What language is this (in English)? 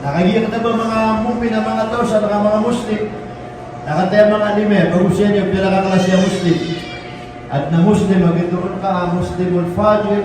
Maranao